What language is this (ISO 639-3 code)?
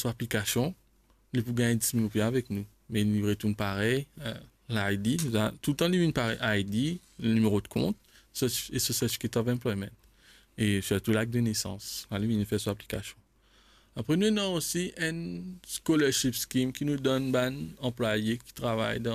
mfe